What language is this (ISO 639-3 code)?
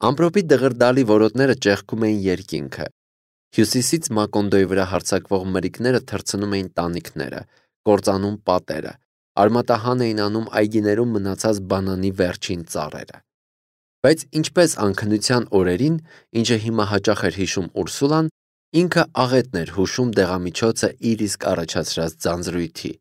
hye